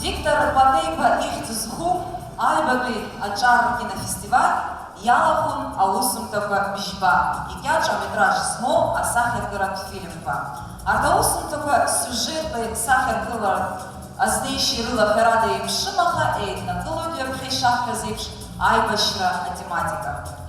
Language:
Abkhazian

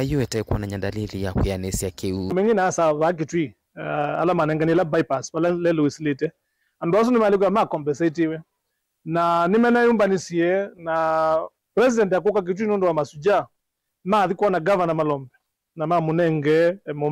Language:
Kamba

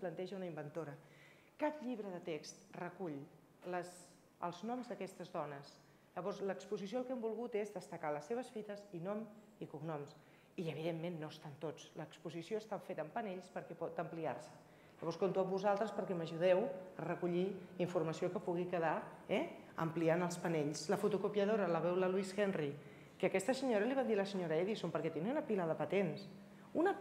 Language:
Catalan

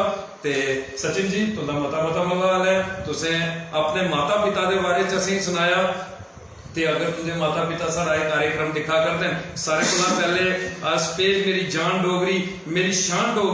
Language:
Dogri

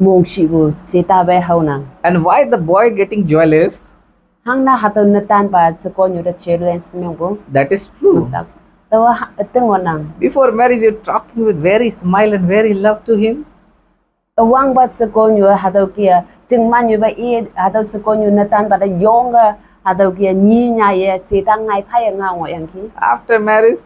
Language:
Konyak Naga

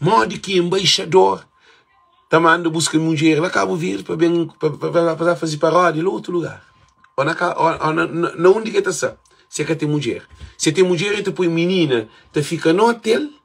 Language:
Kabuverdianu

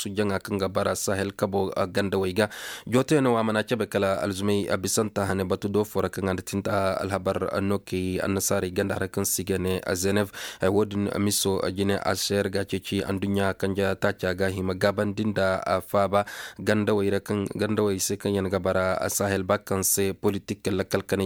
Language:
Zarma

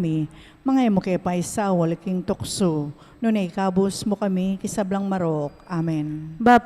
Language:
Pampanga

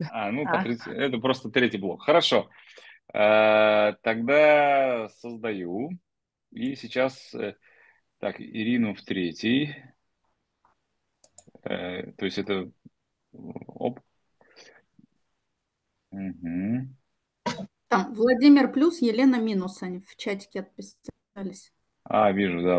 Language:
Russian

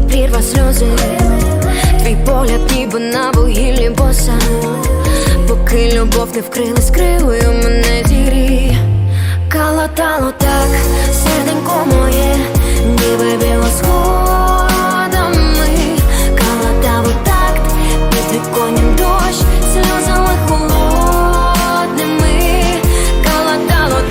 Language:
Ukrainian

